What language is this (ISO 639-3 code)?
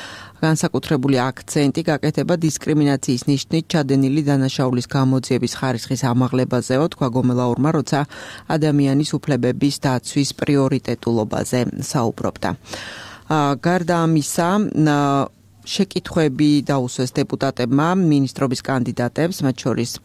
kat